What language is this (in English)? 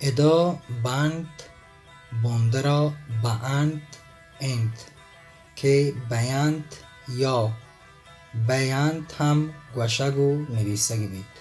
Baluchi